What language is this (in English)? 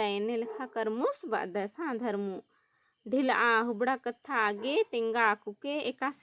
Kurukh